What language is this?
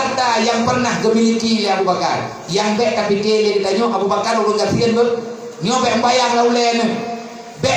Achinese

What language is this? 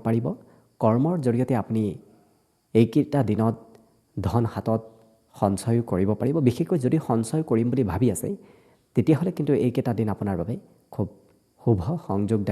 Assamese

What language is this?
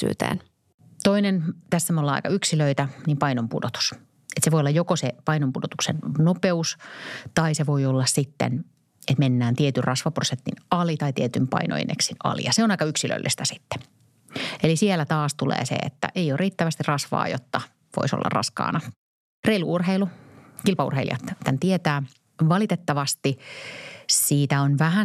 Finnish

